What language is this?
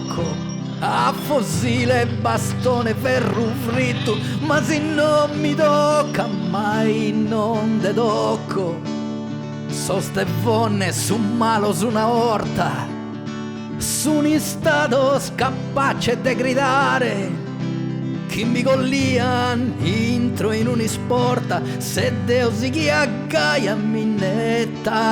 Sardinian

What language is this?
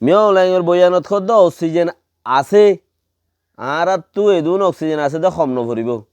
Rohingya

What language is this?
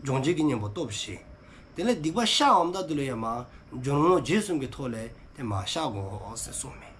Dzongkha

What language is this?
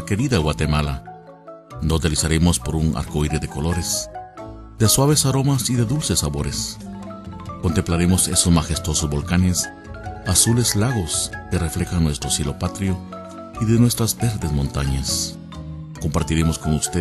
Spanish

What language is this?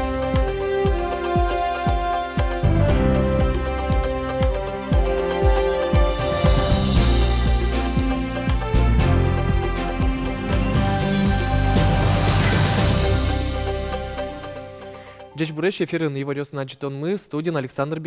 Udmurt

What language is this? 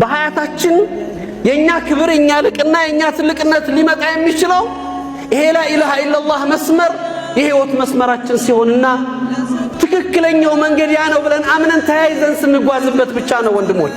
Amharic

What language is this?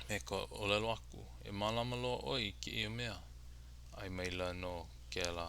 Hawaiian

